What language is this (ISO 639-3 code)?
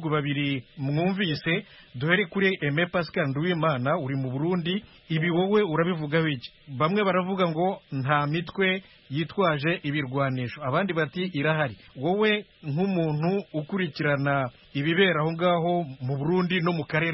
kin